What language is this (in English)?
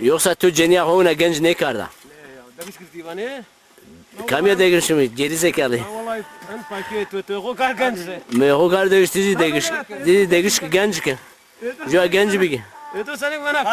Zaza